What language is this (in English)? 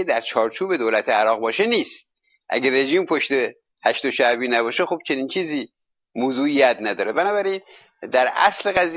Persian